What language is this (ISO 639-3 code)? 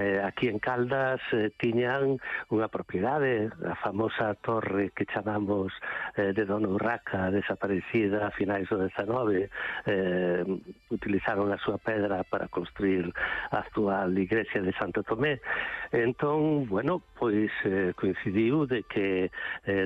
glg